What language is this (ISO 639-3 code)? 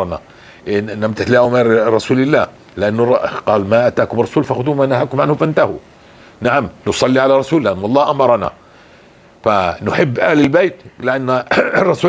apc